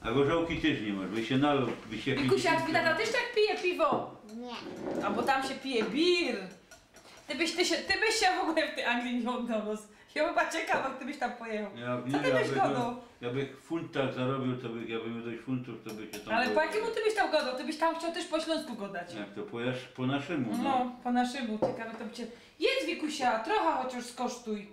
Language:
Silesian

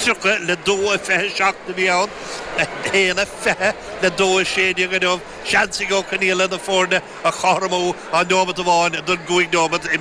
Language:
Irish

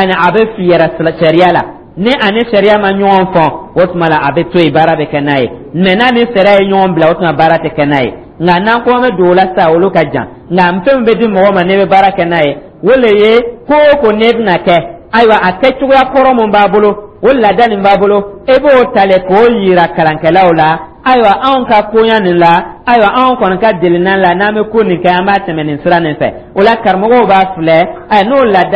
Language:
Dyula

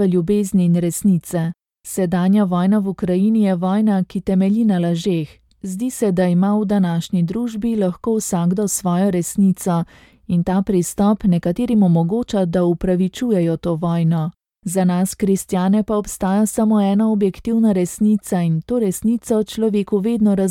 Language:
Slovenian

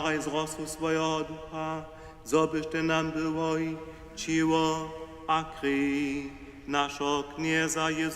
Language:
Upper Sorbian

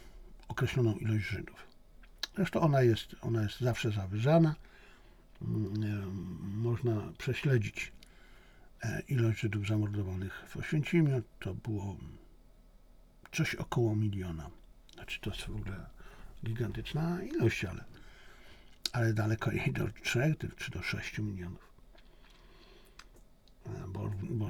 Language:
Polish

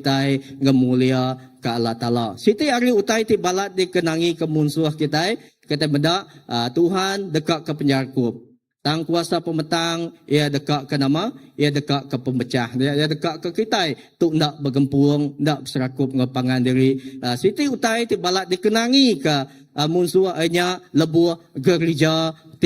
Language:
Iban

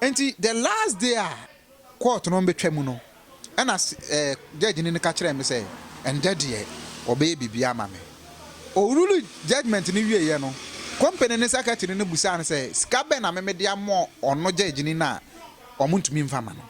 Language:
Akan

